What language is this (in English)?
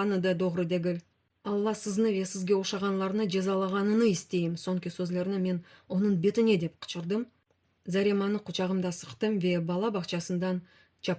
Crimean Tatar